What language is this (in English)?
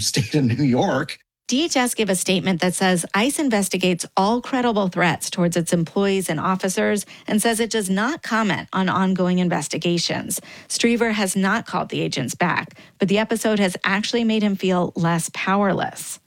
English